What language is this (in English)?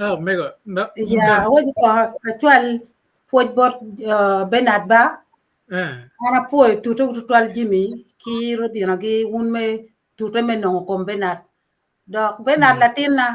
Acoli